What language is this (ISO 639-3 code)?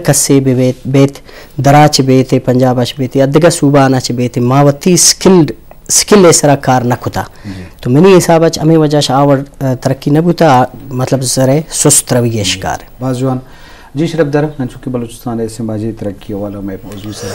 bgp